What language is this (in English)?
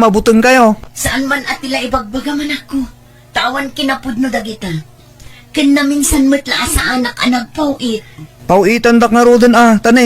Iloko